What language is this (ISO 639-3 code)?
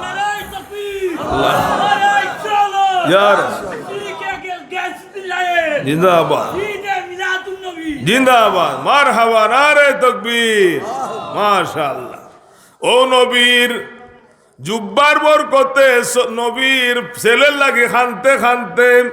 syl